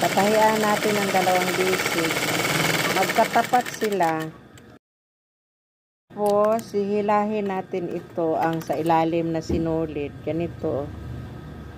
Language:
Filipino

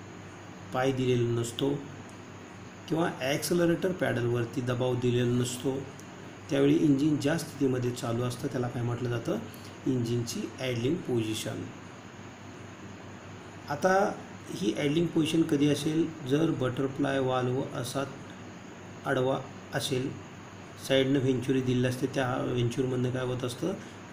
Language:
Marathi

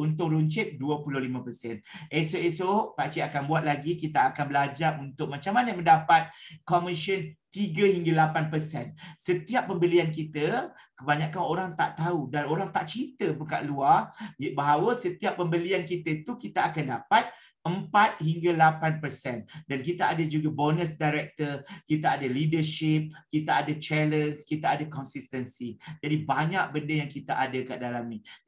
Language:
Malay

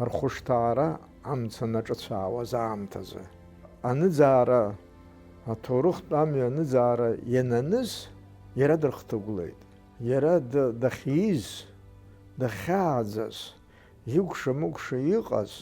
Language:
Abkhazian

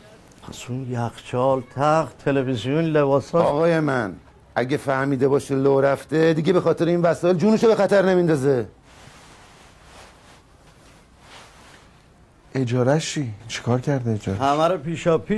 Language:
Persian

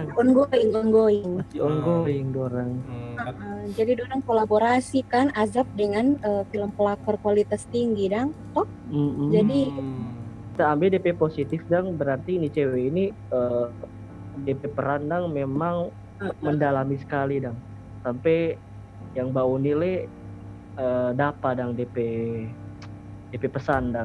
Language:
Manado Malay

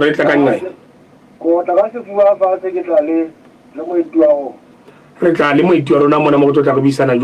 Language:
Southern Sotho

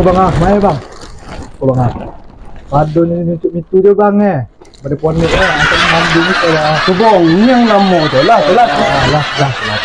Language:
Minangkabau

